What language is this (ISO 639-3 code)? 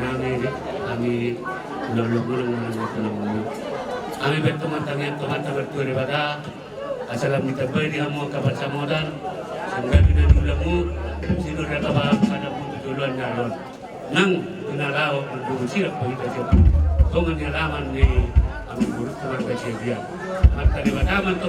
bbc